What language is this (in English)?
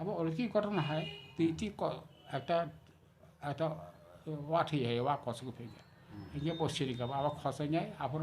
Kok Borok